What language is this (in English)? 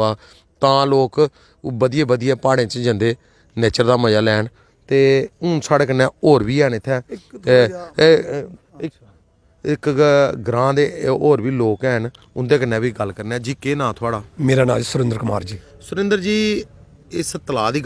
Dogri